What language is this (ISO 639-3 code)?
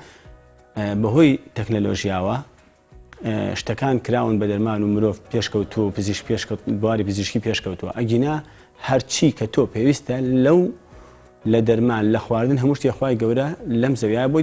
ckb